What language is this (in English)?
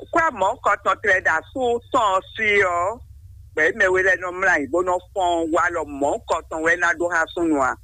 Fon